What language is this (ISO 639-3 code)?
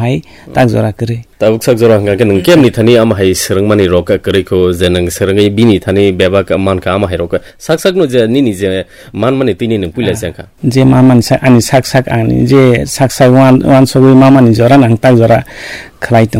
trp